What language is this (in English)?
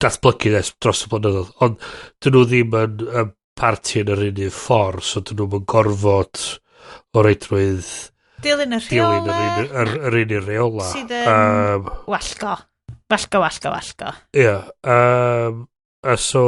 Welsh